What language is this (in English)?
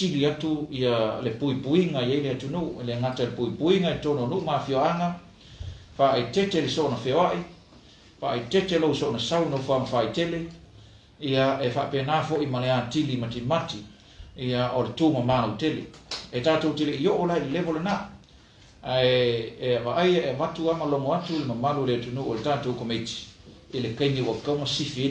Samoan